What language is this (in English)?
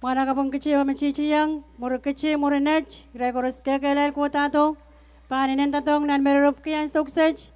Pohnpeian